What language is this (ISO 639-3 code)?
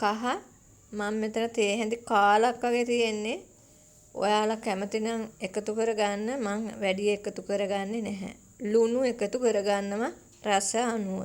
sin